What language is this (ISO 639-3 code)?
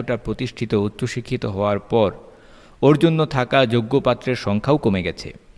ben